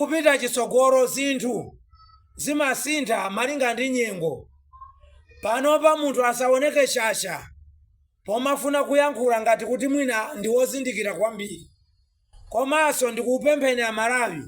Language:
Nyanja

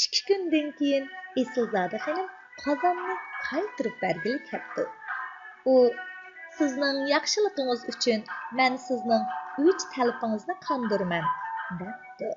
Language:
Uyghur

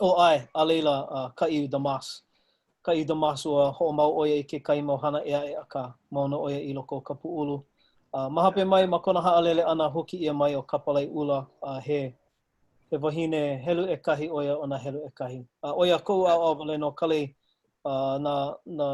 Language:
Hawaiian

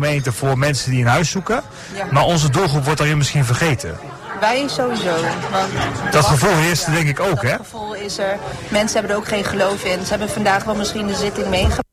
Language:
Dutch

